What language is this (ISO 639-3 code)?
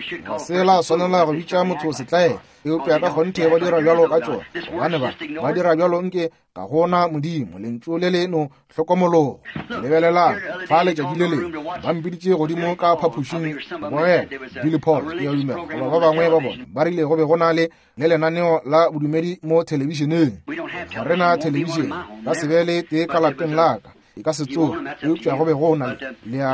nso